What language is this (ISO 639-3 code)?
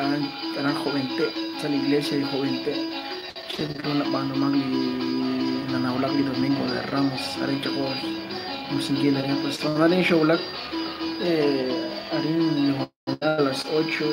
kek